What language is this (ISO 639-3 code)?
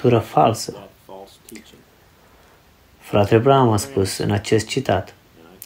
ron